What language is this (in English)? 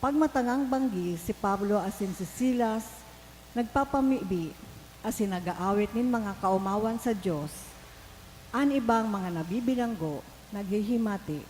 Bikol